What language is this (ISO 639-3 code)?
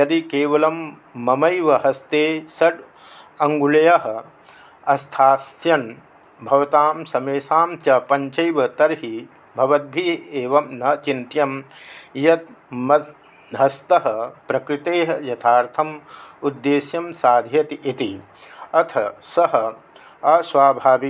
san